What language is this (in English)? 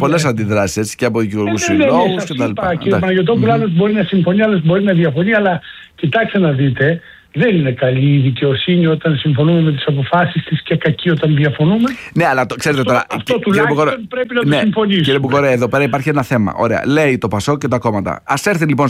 Greek